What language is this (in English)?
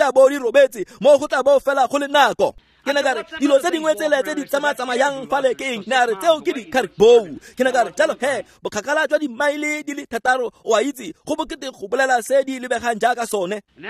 Tswana